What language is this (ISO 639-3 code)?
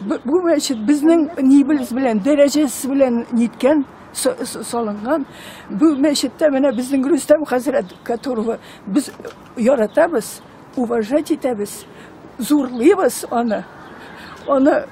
tat